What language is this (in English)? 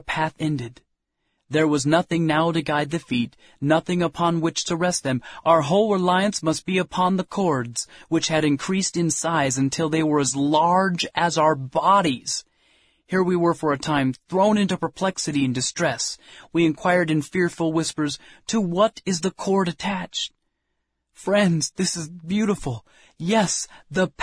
English